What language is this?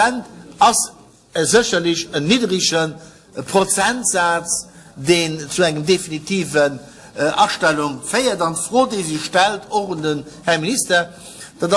Luxembourgish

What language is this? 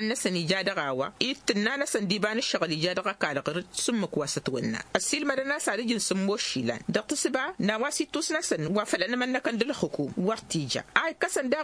Tamasheq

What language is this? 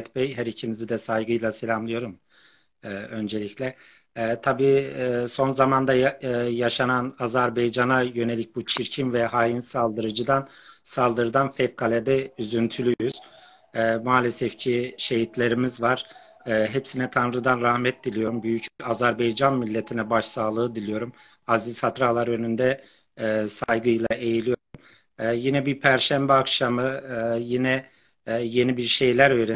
South Azerbaijani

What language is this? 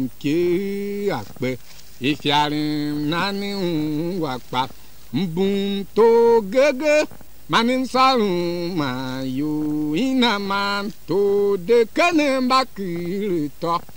Tiv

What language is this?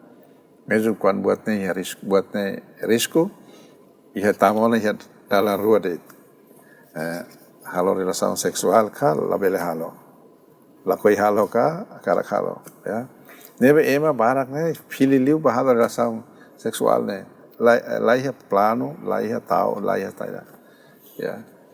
Tetum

